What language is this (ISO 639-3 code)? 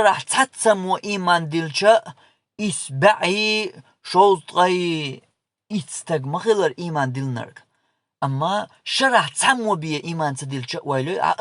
che